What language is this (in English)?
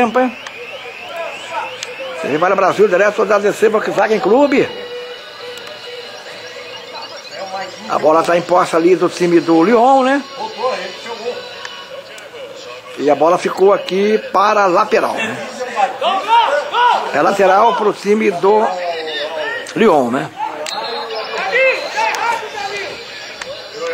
Portuguese